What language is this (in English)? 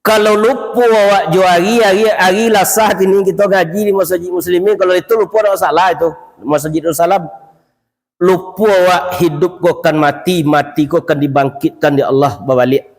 Minangkabau